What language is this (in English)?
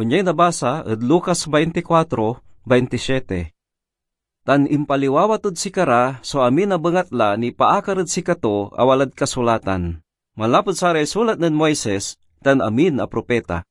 Pangasinan